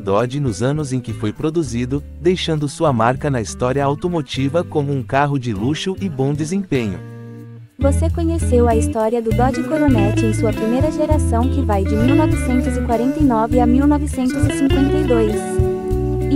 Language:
Portuguese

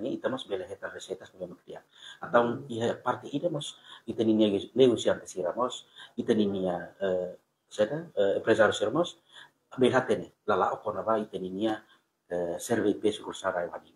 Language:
Tetum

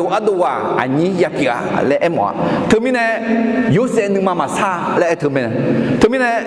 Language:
Akha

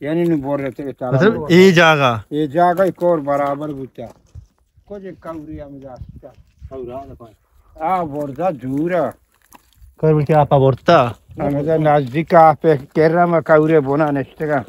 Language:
Baluchi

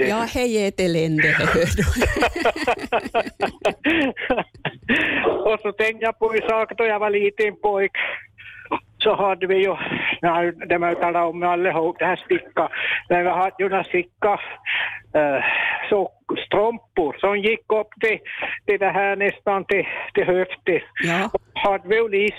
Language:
Swedish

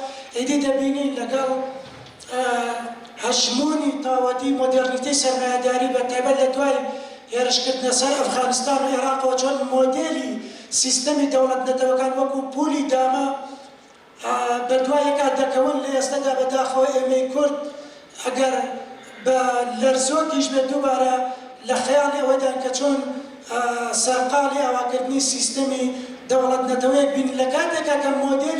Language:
Central Kurdish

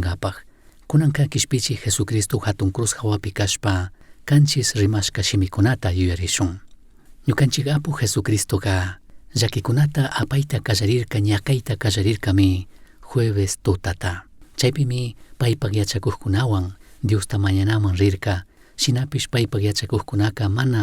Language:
Chimborazo Highland Quichua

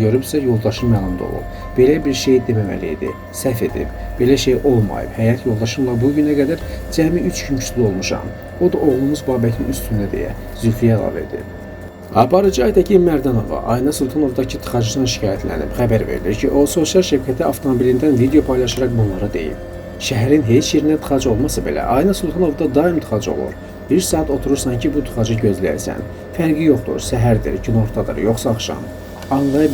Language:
Azerbaijani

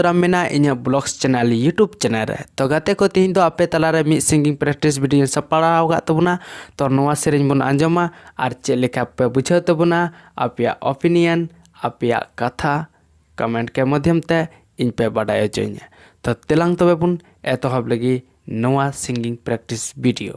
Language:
Santali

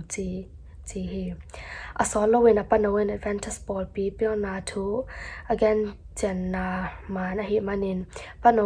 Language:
Tedim Chin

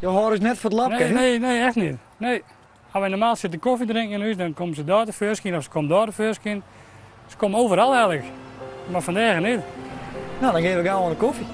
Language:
Western Frisian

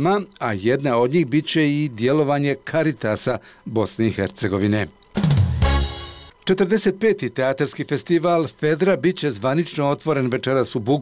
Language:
Bosnian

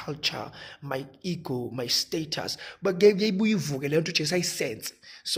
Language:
Zulu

